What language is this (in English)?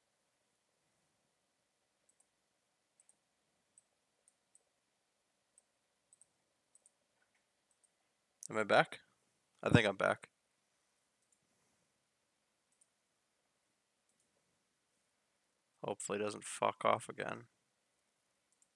English